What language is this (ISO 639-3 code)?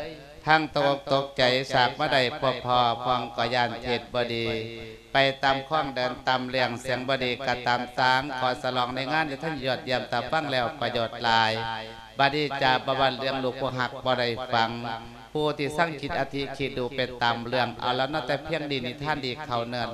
lao